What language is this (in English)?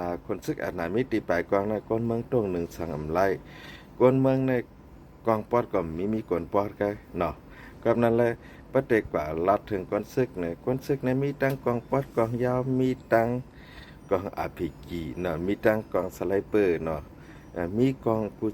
Shan